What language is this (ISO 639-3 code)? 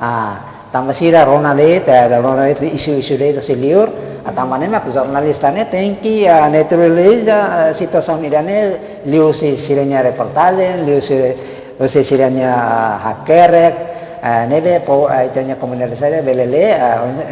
tet